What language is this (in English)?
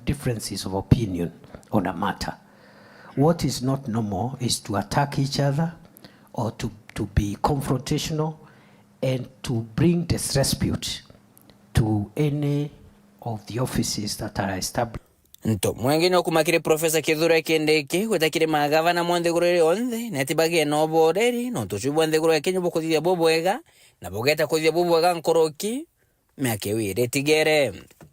Meru